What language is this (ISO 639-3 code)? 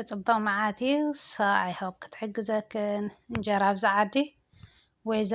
tir